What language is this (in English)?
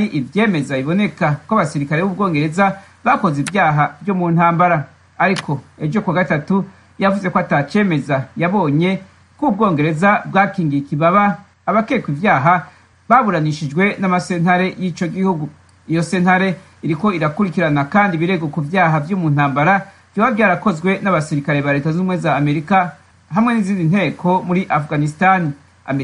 Rundi